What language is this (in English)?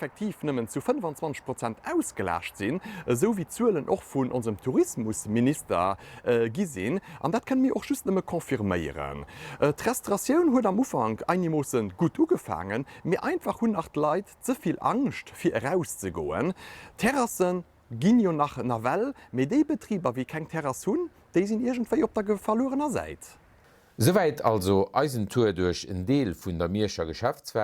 Luxembourgish